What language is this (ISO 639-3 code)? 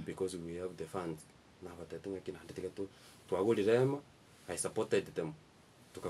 guz